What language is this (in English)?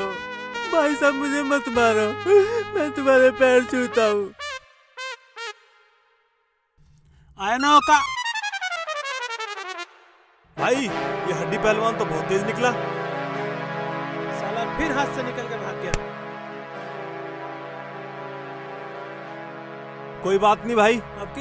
Hindi